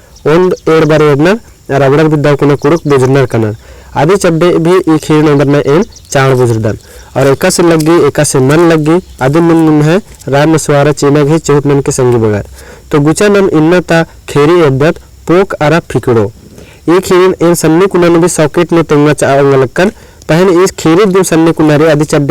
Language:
Kurukh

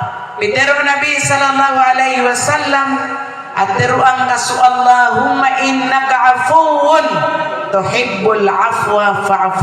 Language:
Maranao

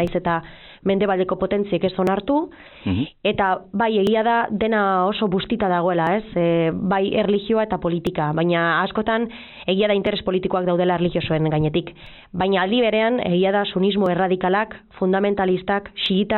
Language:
Basque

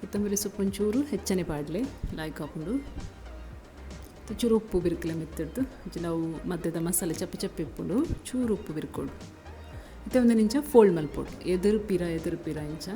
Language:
Tulu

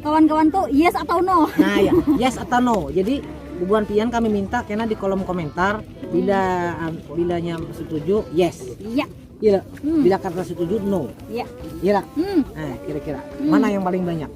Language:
Banjar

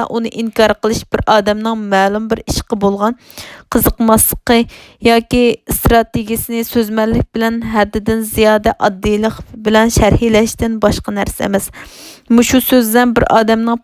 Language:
Uyghur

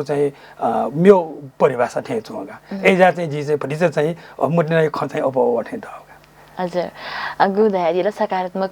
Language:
Newari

